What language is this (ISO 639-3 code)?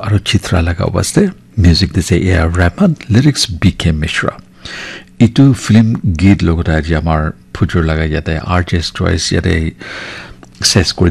nag